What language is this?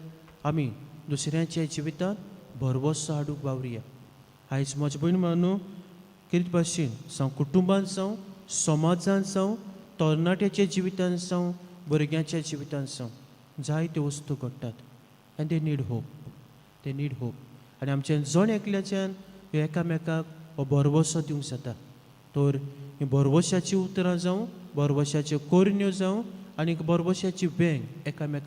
Konkani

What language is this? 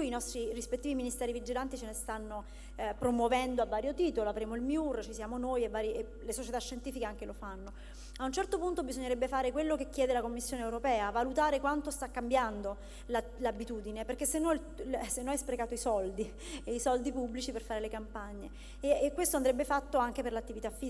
Italian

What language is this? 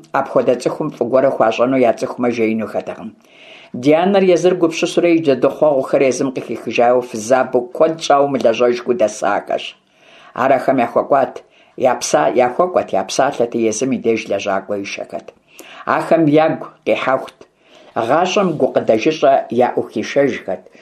Kabardian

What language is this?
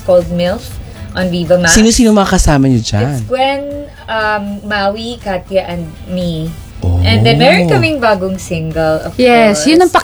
Filipino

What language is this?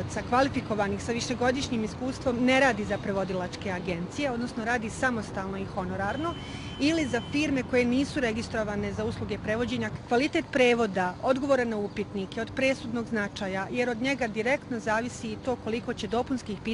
Bosnian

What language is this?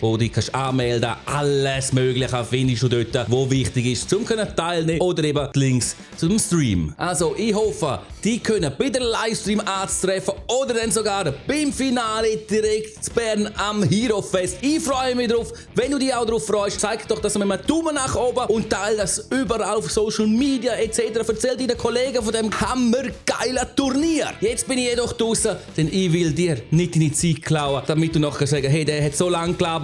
Swiss German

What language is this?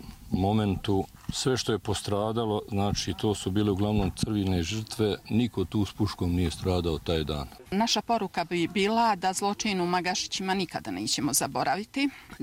Bosnian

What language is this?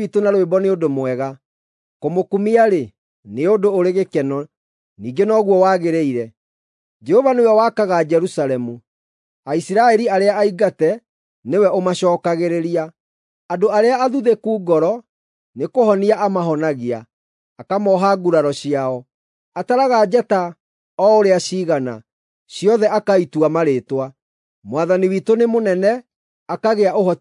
Kikuyu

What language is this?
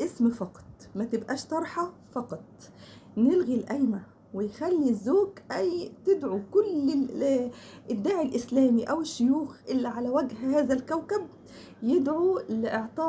Egyptian Arabic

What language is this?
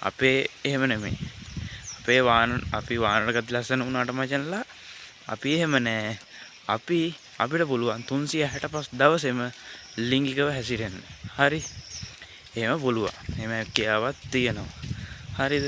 Sinhala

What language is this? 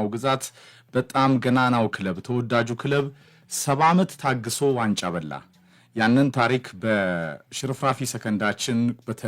Amharic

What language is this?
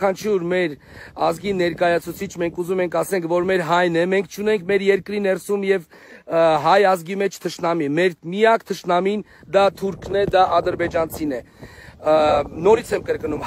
Armenian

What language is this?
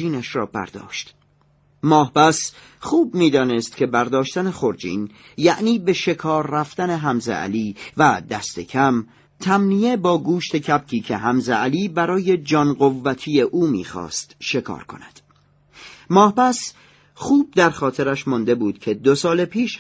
Persian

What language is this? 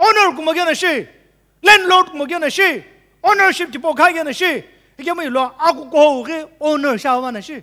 Sumi Naga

